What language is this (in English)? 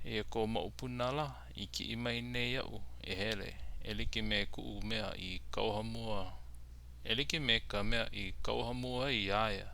Hawaiian